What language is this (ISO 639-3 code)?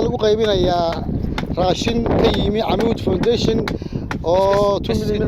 som